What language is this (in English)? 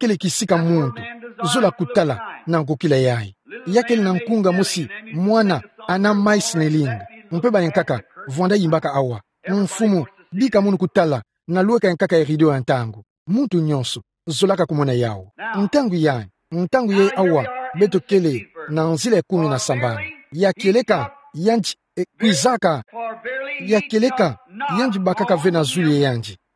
Kituba (Democratic Republic of Congo)